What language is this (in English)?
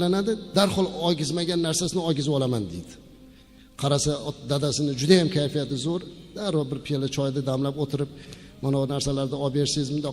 Uzbek